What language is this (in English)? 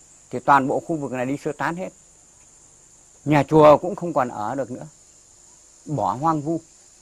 Vietnamese